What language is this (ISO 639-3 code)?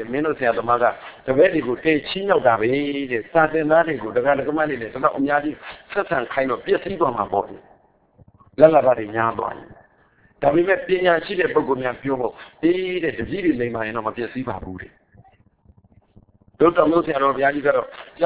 mya